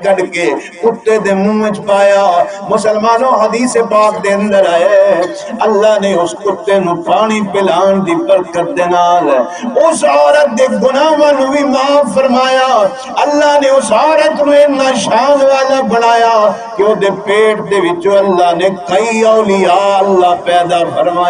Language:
Saraiki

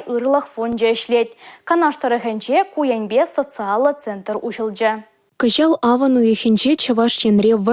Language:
Chuvash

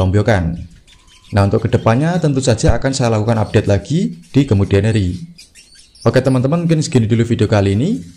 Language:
Indonesian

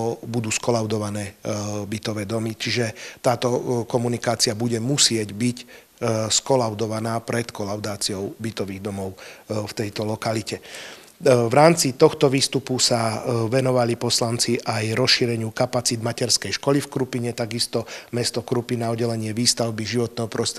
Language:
Slovak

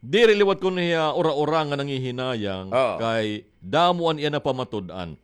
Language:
Waray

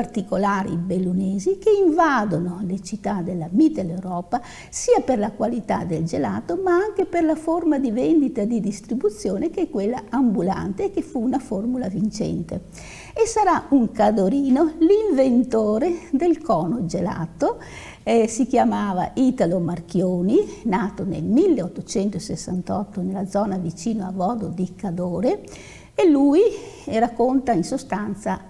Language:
Italian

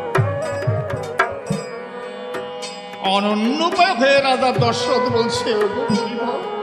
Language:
Bangla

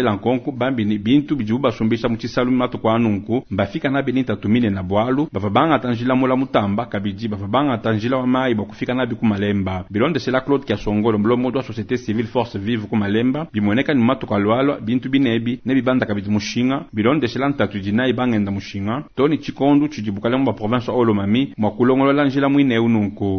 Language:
Luba-Lulua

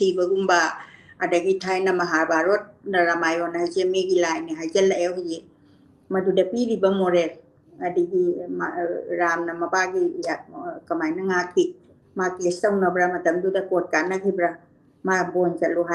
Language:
Manipuri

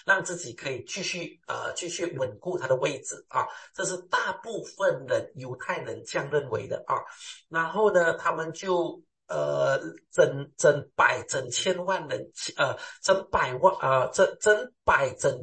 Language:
Chinese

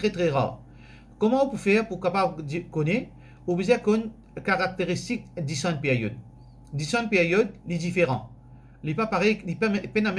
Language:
Morisyen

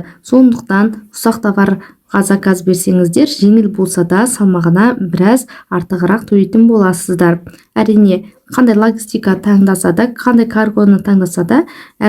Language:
Kazakh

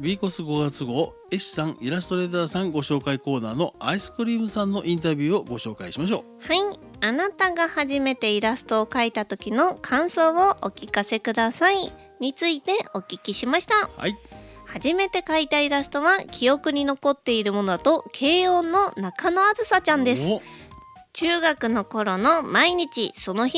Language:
Japanese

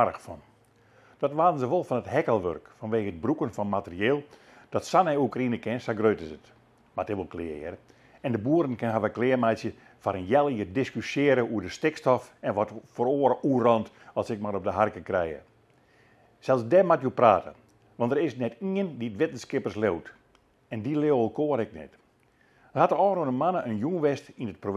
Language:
Western Frisian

